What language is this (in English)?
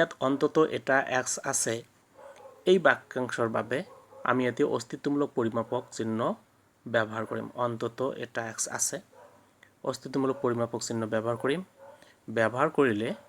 Assamese